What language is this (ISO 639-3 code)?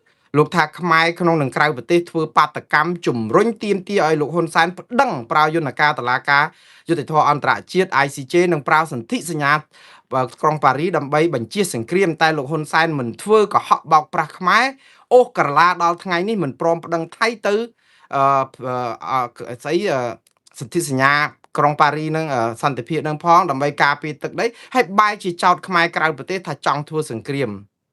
khm